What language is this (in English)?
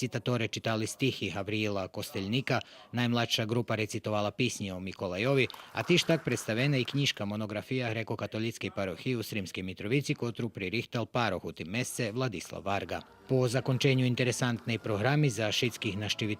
Rusyn